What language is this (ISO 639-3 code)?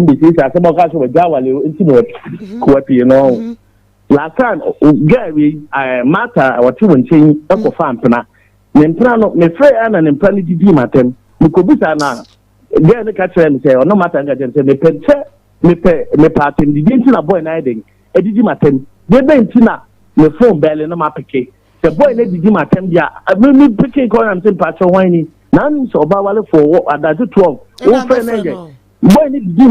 aka